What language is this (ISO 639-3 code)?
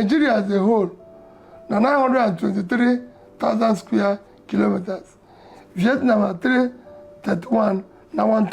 pcm